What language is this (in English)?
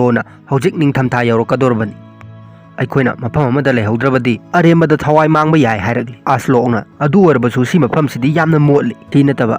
Manipuri